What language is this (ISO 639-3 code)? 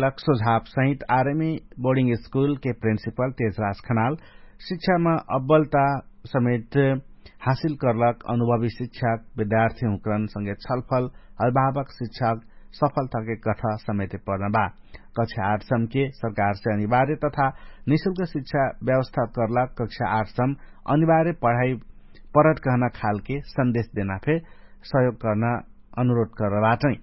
thl